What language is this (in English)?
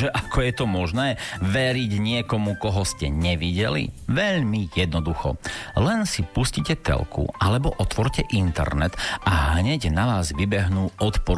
Slovak